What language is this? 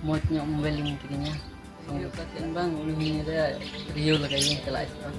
Santali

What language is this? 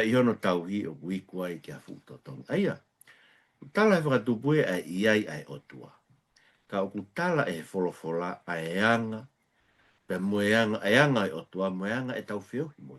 Tongan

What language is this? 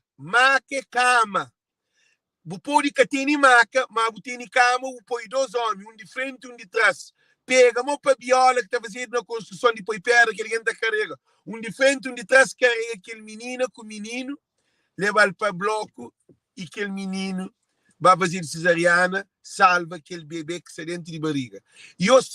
Kabuverdianu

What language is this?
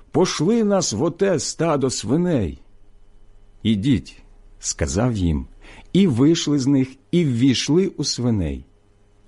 Ukrainian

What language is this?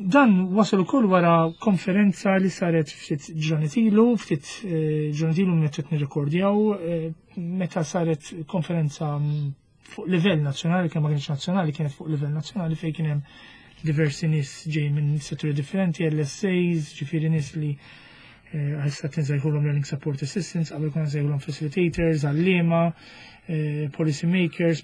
Maltese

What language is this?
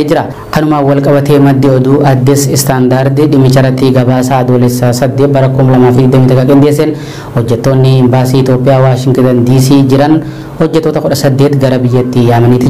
Oromo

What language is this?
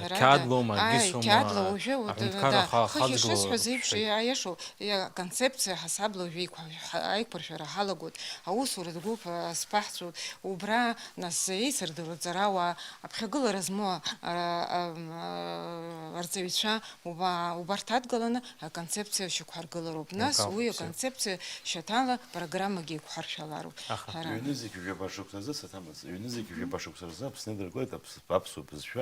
Abkhazian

